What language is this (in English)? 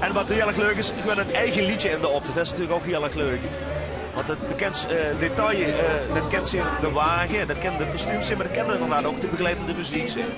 Limburgish